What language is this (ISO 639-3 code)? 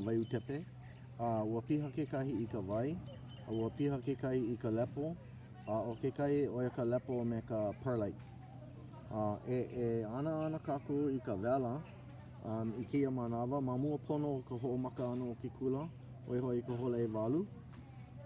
haw